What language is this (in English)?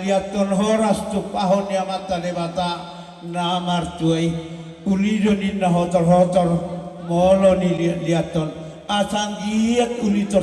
Batak Toba